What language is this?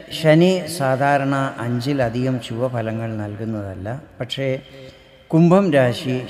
Malayalam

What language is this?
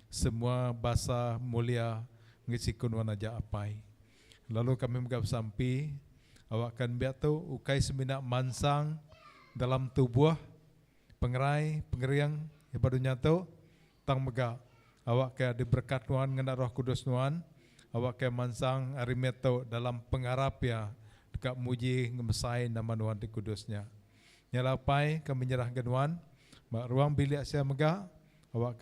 Iban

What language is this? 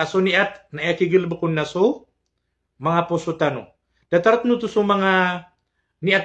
Maranao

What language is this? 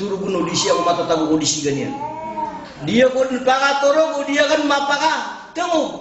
Maranao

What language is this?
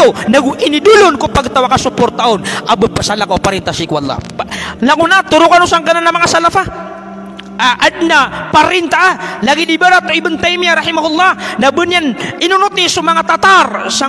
Maranao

